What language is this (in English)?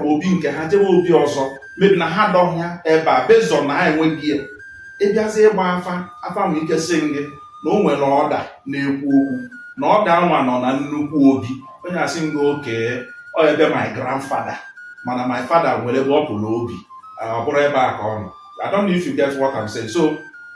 Igbo